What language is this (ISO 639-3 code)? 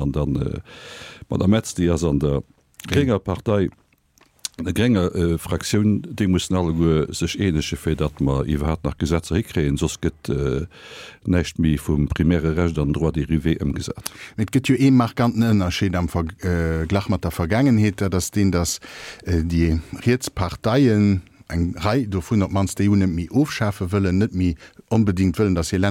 ltz